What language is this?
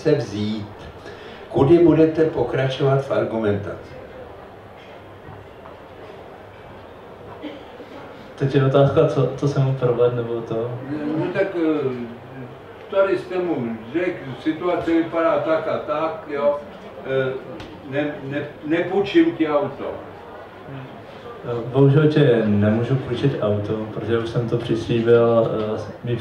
Czech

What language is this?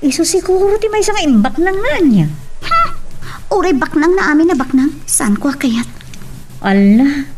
Iloko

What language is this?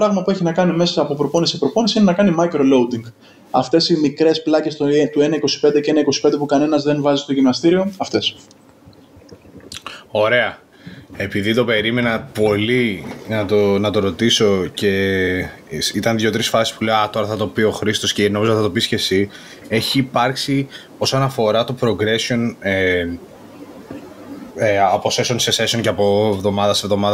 Greek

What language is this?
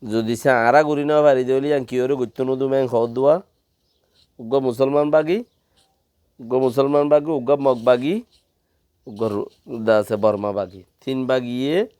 Rohingya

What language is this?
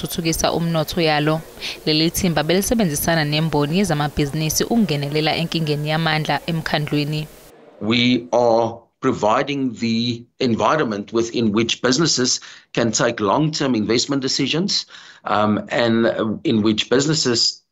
Zulu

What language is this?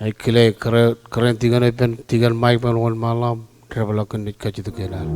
Marshallese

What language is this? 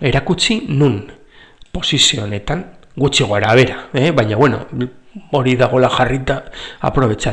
Basque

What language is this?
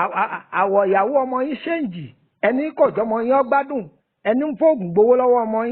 Yoruba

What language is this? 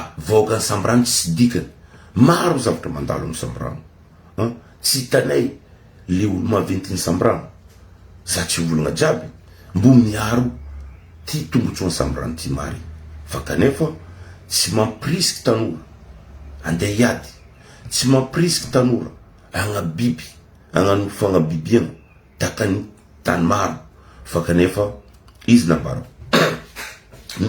Malagasy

